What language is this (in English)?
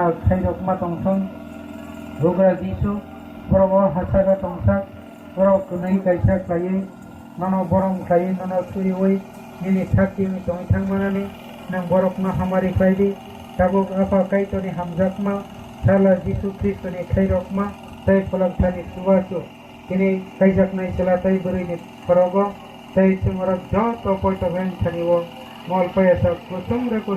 Kok Borok